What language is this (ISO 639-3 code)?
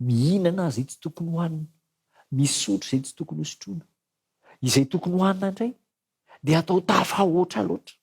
mlg